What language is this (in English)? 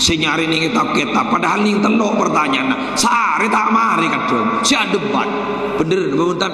Madurese